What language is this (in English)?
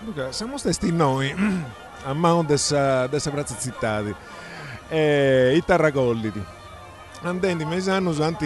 Sardinian